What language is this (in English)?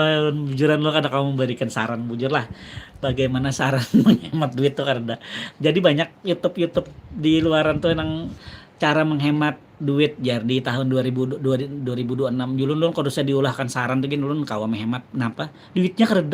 Banjar